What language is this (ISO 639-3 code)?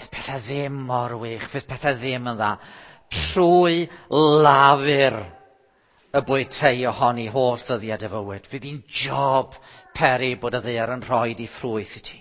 cym